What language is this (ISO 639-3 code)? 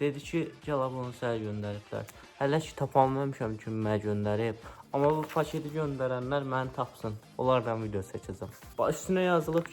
aze